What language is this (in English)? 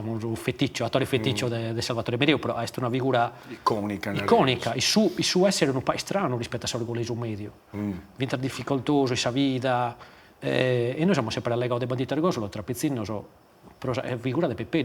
Sardinian